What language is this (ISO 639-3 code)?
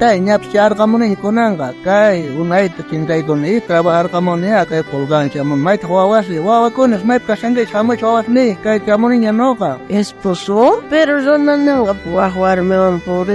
quh